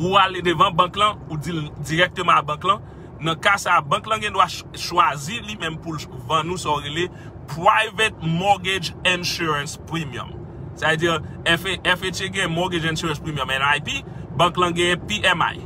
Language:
Haitian Creole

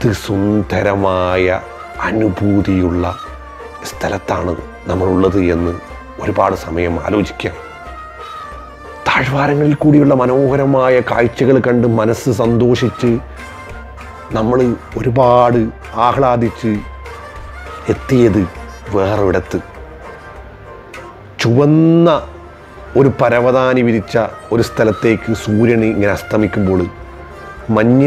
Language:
Malayalam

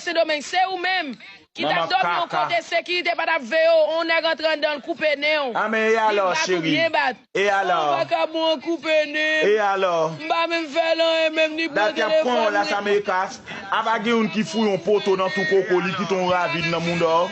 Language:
Haitian Creole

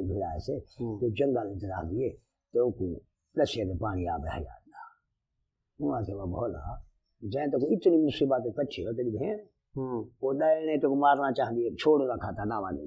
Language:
Saraiki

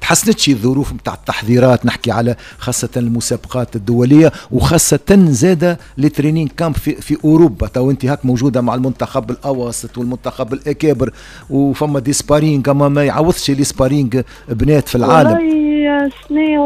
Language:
Tunisian Arabic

